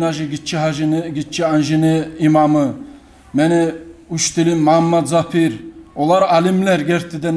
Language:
Kumyk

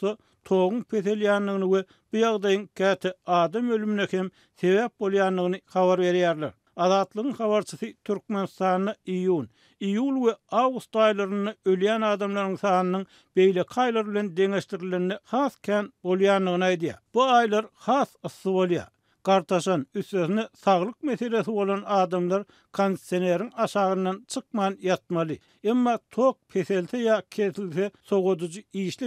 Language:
Turkmen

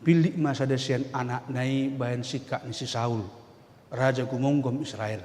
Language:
Batak Toba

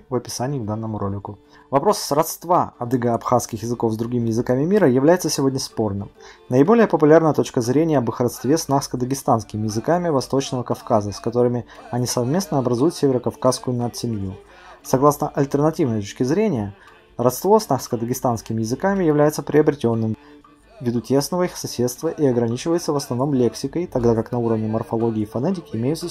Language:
Russian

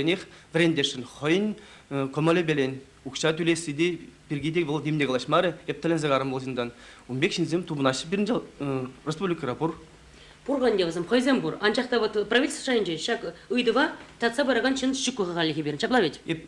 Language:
Chuvash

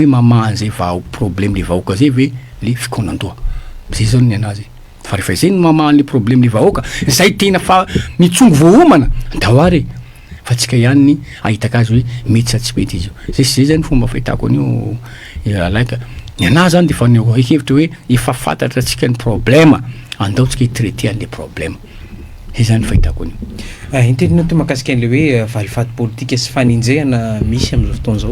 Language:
Malagasy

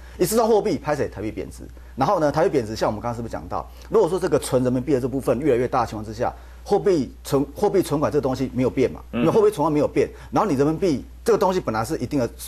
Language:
Chinese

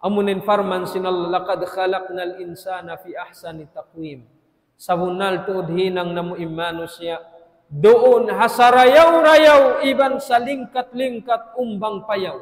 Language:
Tausug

